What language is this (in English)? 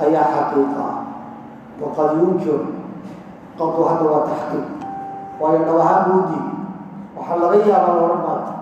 Somali